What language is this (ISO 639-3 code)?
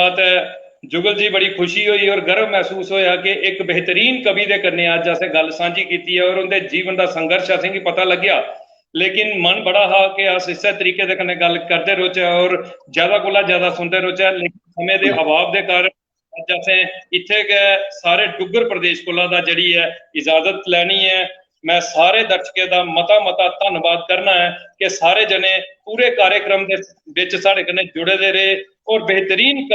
doi